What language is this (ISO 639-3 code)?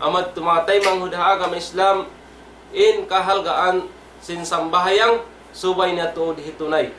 tsg